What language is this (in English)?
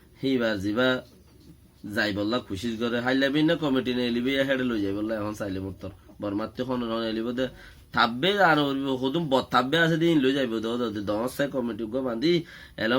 Rohingya